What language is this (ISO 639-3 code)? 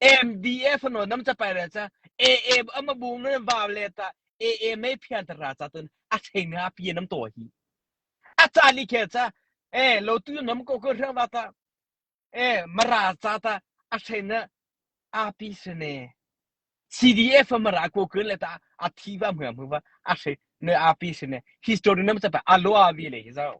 mrh